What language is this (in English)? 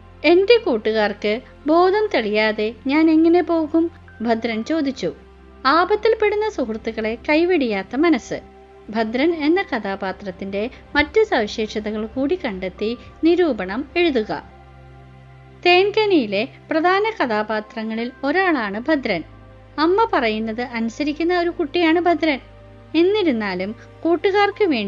Malayalam